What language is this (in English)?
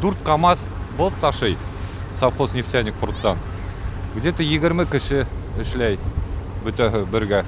Bashkir